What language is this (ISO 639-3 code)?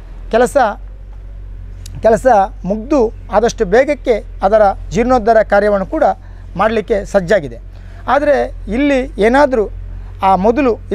kan